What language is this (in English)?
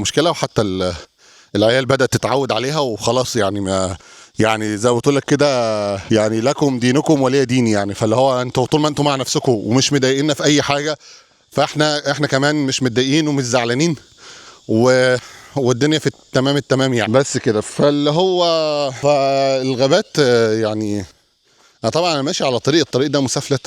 Egyptian Arabic